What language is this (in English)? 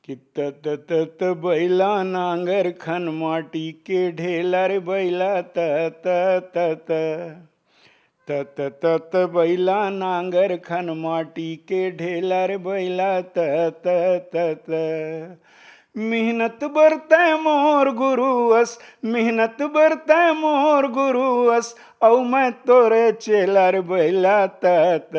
Chhattisgarhi